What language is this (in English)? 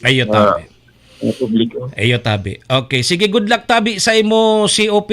Bikol